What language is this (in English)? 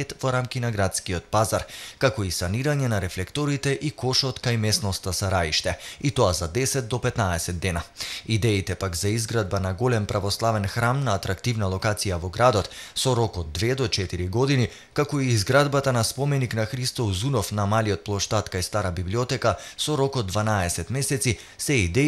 Macedonian